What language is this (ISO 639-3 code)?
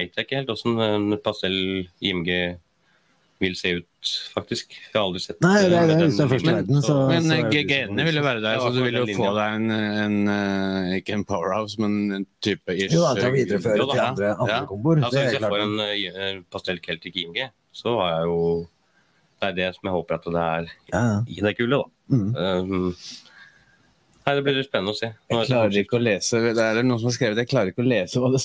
nor